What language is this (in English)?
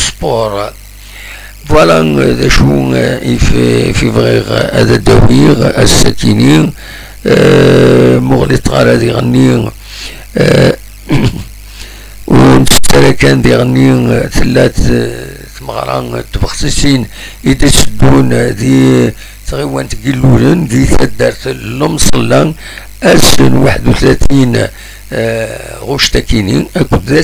Kabyle